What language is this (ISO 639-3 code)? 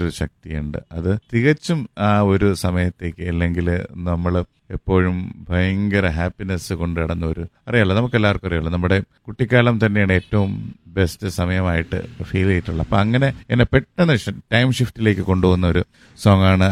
mal